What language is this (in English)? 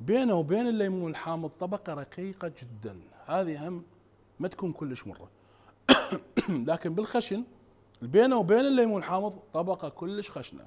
Mesopotamian Arabic